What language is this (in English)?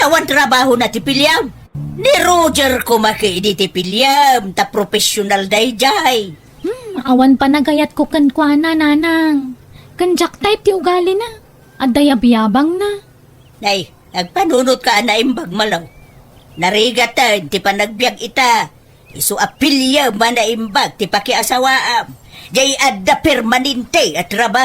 Iloko